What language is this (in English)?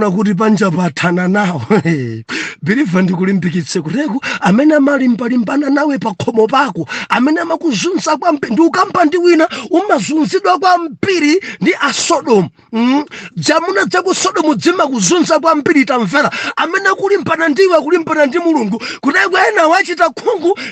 Nyanja